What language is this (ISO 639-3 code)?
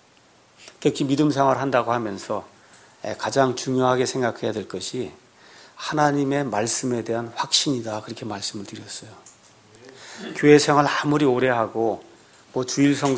kor